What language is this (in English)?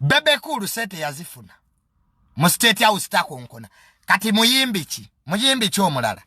Ganda